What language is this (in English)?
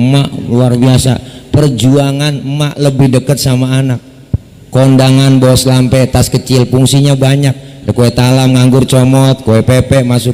Betawi